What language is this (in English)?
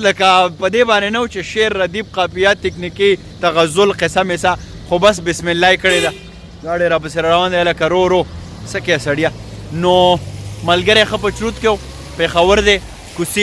Pashto